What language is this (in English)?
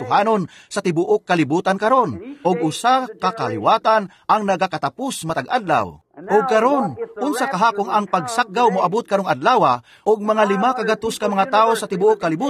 Cebuano